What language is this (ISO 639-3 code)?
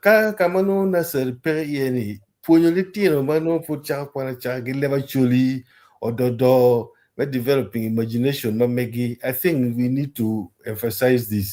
ach